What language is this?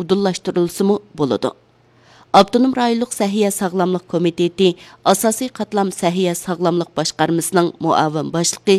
Uyghur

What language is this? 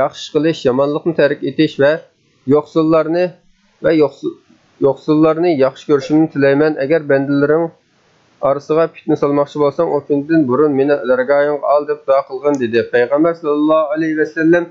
Uyghur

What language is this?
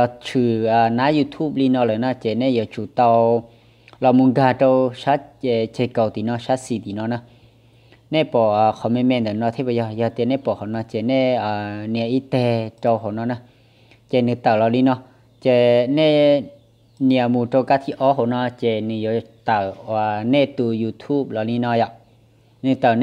Hmong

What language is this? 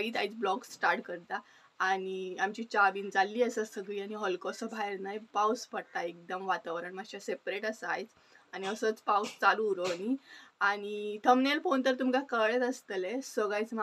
Konkani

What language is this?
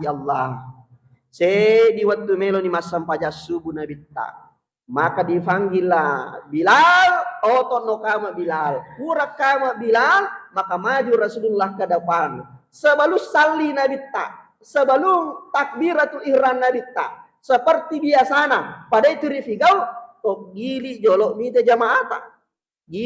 Buginese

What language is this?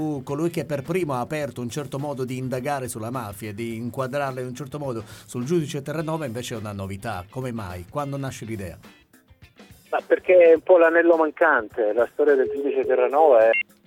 Italian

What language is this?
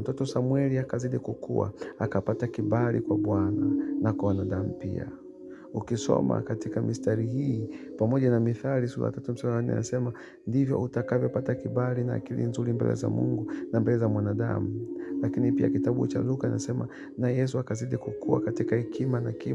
Swahili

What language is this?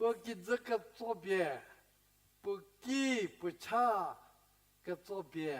Angami Naga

